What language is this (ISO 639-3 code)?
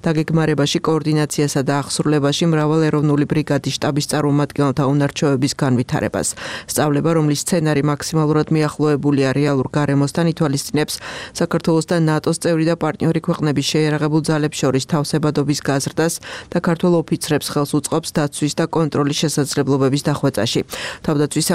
kat